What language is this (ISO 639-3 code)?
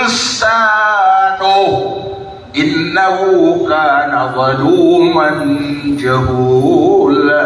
mrw